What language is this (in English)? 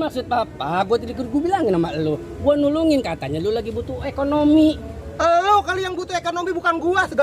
Betawi